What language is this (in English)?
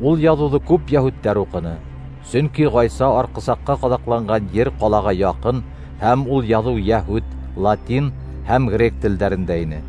Bashkir